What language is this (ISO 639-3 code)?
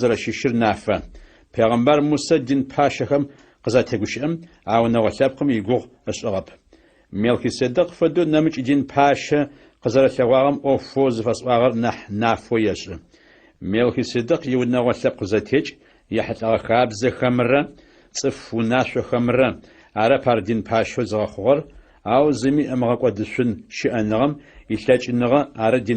ady